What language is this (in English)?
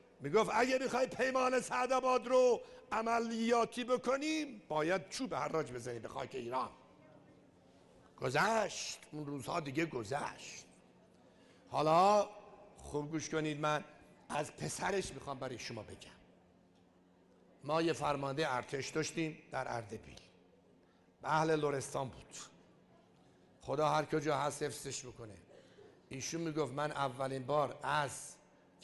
Persian